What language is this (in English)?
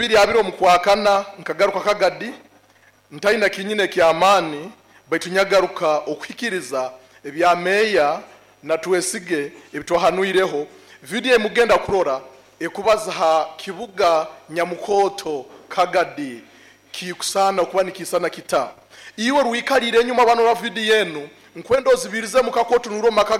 Nyoro